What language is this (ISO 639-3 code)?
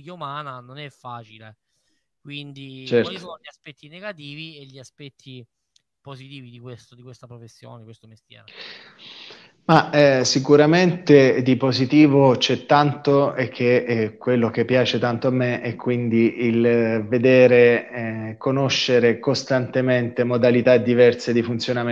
ita